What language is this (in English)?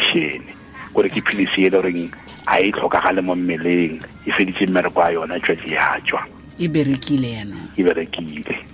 Tswana